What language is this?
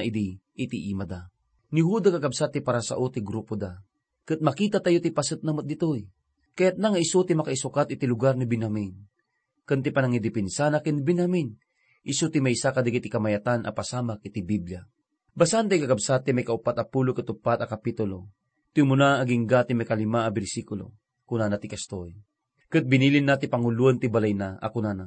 Iloko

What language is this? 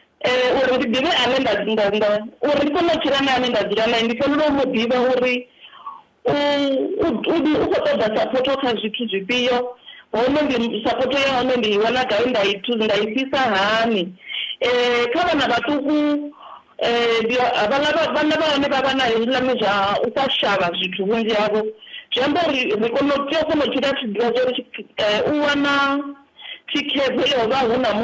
Venda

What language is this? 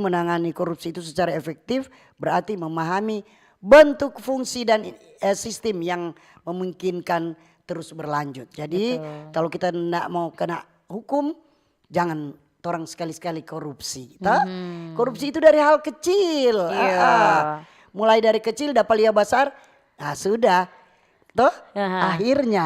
Manado Malay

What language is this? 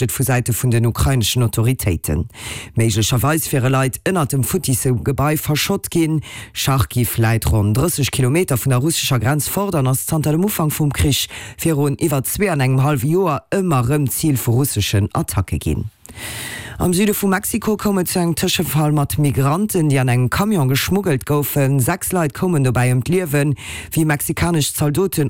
Luxembourgish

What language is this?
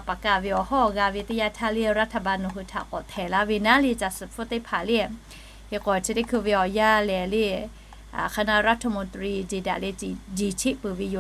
Lahu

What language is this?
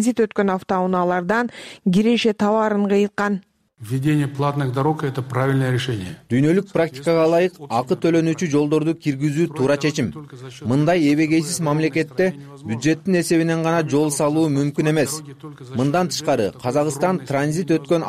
Kyrgyz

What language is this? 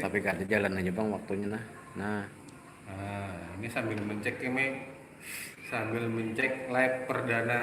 Banjar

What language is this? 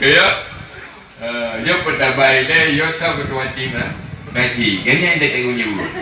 Achinese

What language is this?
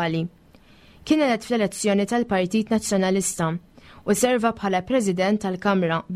Maltese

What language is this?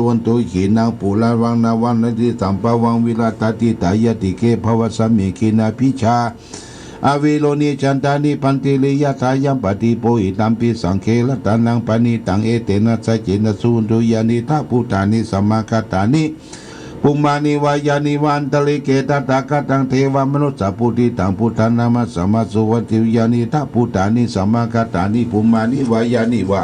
Pali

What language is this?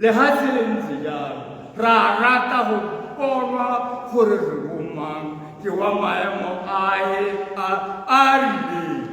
Tswana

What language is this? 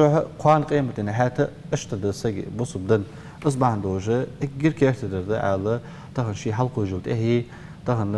Ingush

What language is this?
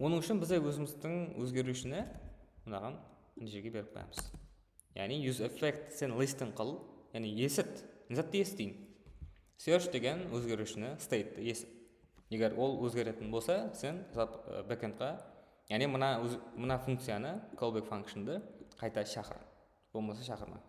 Kara-Kalpak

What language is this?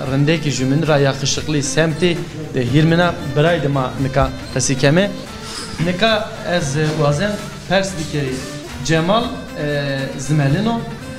Zaza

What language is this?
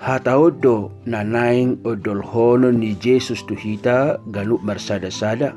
Batak Toba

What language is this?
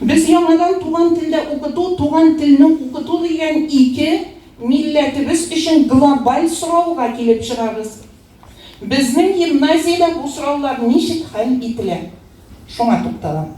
Tatar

